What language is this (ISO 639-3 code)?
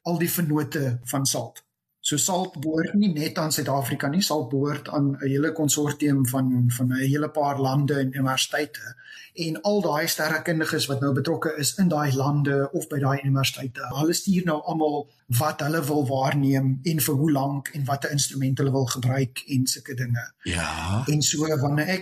afr